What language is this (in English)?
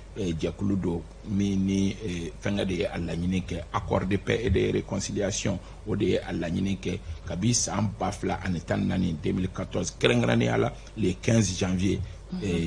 Bambara